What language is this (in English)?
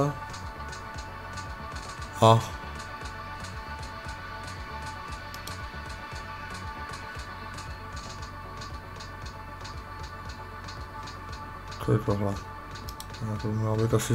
Czech